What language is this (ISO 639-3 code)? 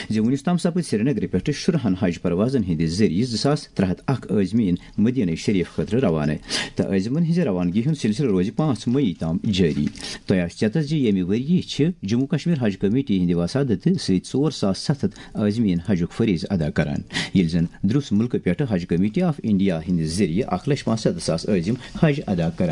kas